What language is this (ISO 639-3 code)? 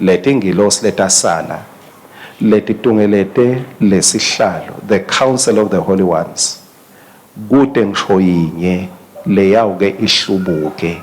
ssw